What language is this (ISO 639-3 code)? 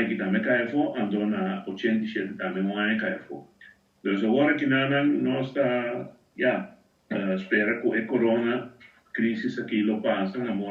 pap